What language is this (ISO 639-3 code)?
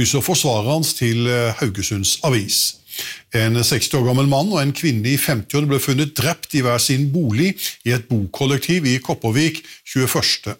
nor